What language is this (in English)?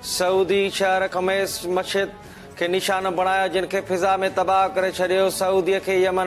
Sindhi